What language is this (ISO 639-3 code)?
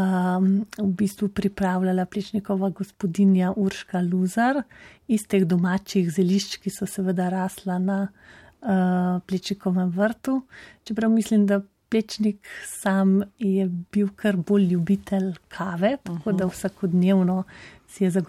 slv